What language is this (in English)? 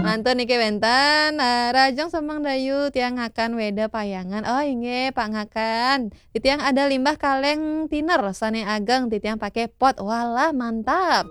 Balinese